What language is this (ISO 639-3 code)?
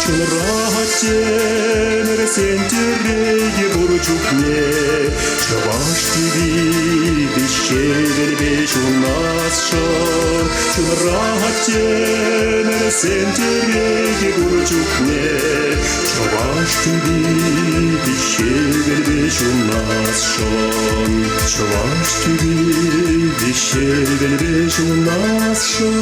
chv